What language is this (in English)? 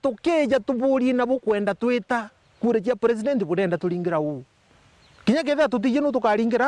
Meru